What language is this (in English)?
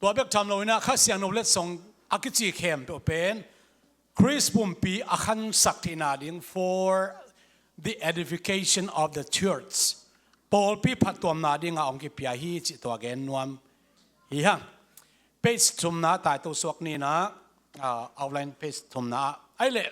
Tedim Chin